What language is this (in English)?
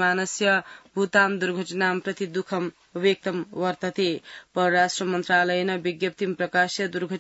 Sanskrit